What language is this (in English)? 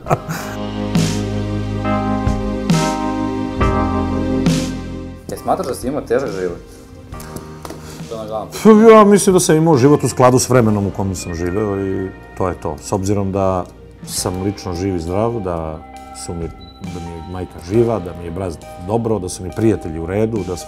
Serbian